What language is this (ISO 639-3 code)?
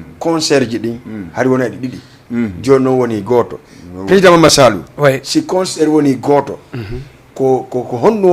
ful